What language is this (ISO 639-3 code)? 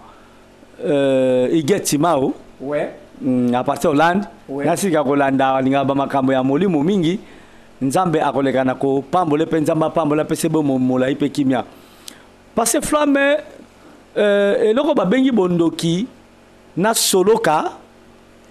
lin